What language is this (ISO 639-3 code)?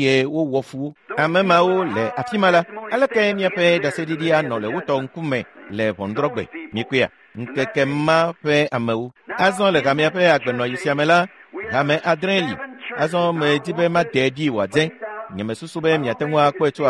ewe